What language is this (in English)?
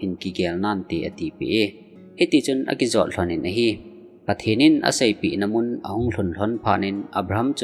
Thado Chin